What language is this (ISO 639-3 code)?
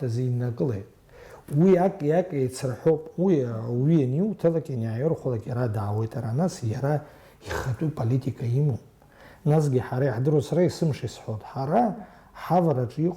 abk